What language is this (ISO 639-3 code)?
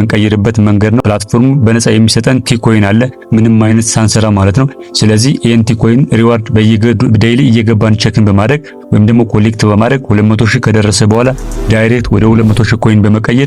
amh